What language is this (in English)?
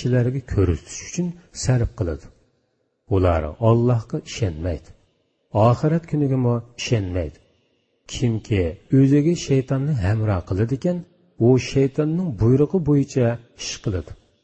Uyghur